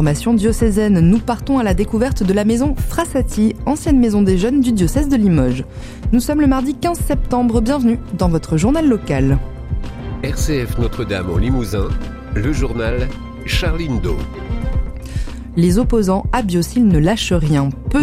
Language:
French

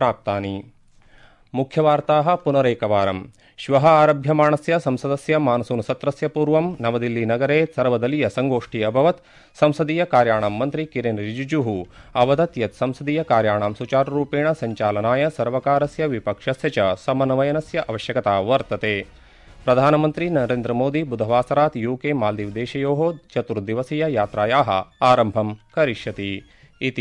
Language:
Sanskrit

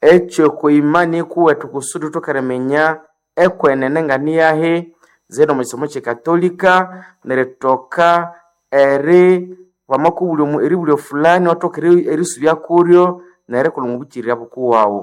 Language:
Nande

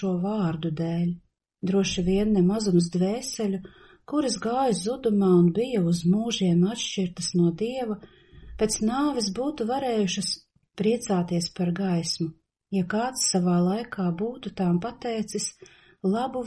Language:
Latvian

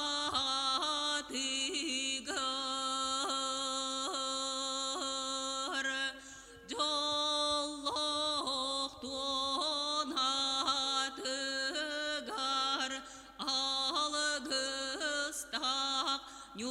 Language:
Yakut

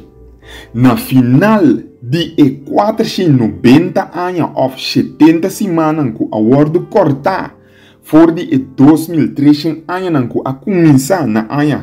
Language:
Papiamento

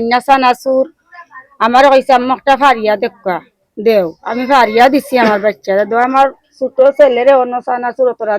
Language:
Sylheti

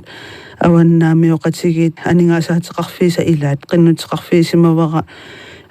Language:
Kalaallisut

